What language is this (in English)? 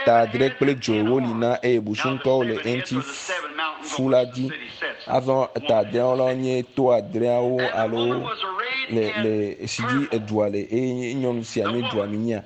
Ewe